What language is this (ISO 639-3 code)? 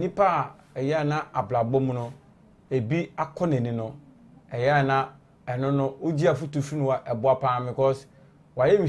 aka